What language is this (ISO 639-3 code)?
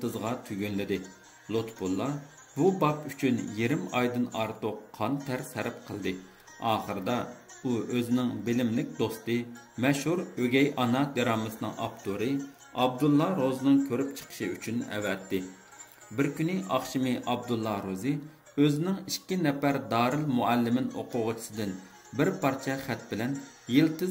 uig